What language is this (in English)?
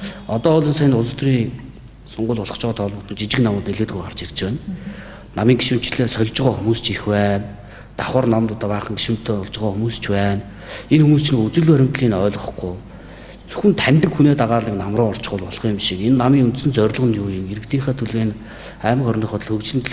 Mongolian